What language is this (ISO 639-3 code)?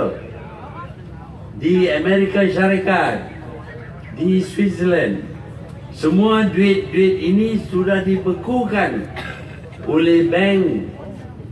msa